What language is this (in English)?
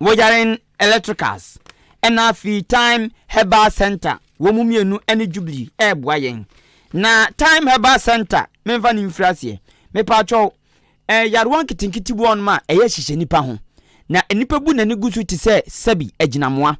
Akan